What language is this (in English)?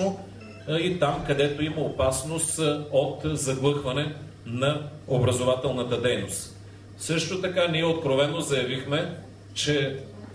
Bulgarian